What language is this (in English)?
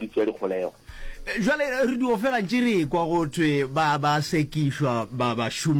Northern Sotho